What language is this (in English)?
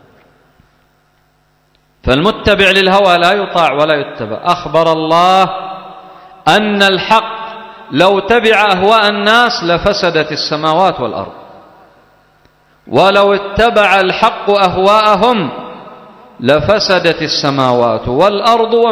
Arabic